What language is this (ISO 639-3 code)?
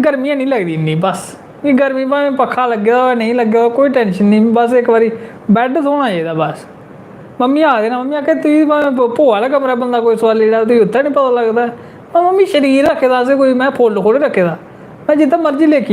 doi